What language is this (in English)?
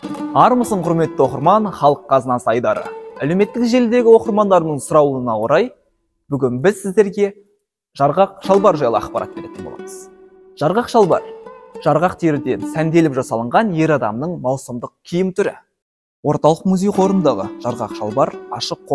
Kazakh